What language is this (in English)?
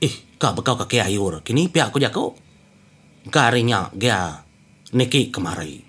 Iban